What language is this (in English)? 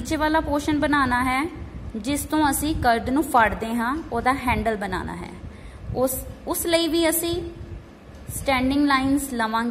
Punjabi